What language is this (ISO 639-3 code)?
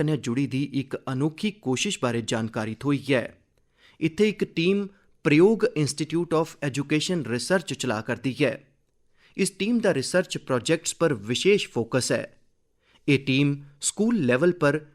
doi